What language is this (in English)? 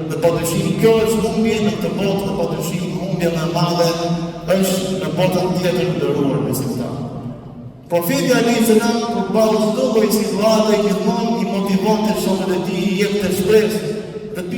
Albanian